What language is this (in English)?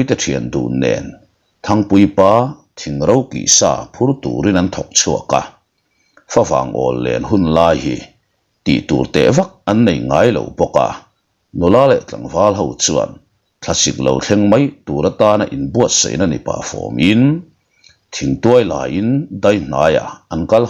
Mizo